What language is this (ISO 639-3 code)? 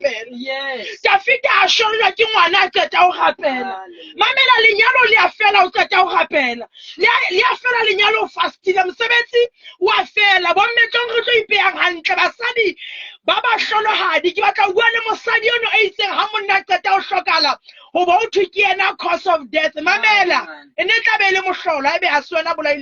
sot